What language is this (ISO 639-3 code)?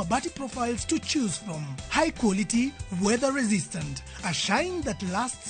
luo